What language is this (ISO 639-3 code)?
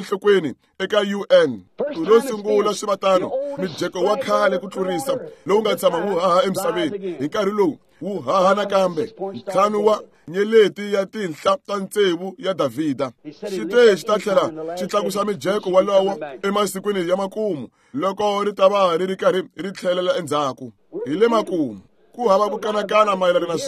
tso